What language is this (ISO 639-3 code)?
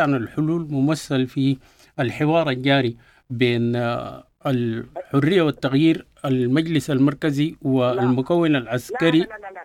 apd